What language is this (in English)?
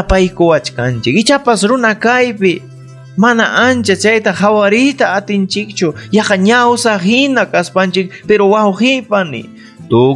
Ayacucho Quechua